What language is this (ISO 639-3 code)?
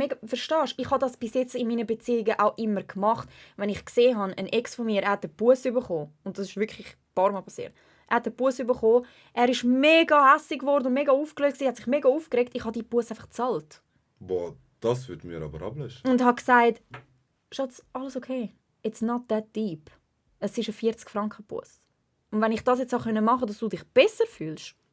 gsw